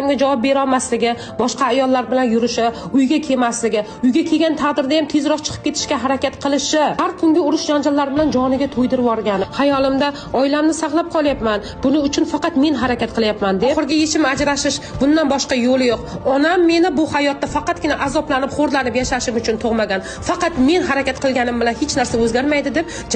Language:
Uzbek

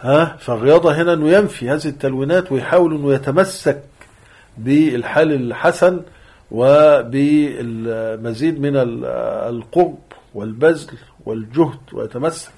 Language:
Egyptian Arabic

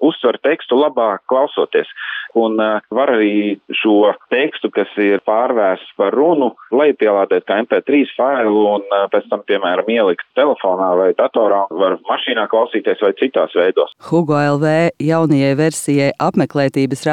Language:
Latvian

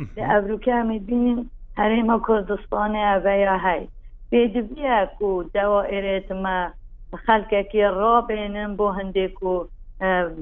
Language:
Kurdish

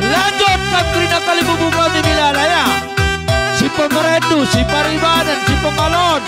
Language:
Batak Karo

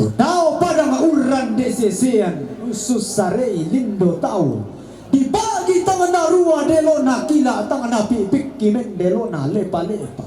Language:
Toraja-Sa'dan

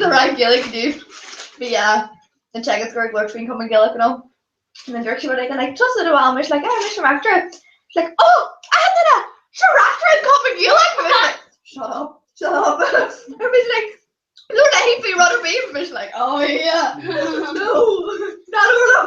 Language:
Irish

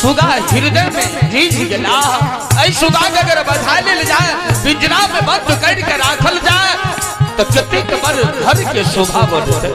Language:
Maithili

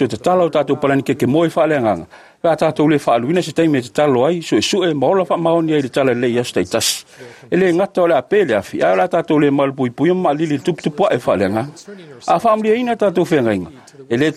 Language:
Samoan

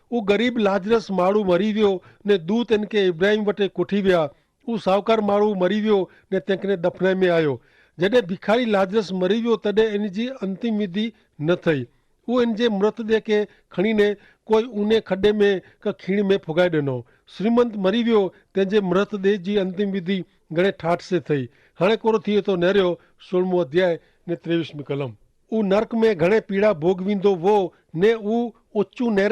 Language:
Kachhi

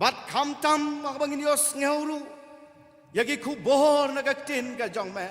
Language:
Khasi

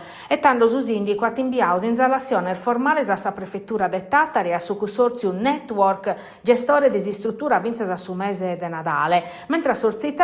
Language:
Sardinian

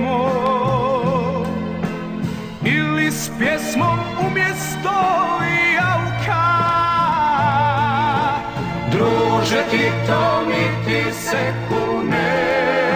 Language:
Croatian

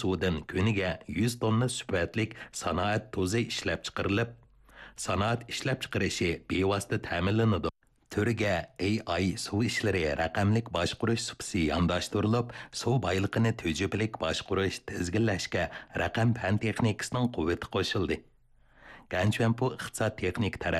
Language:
Uyghur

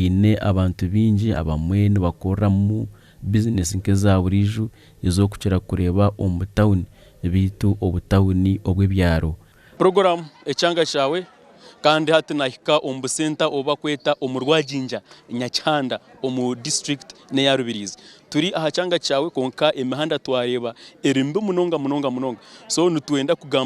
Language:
Nyankole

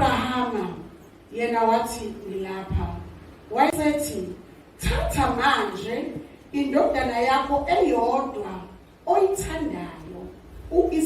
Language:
Zulu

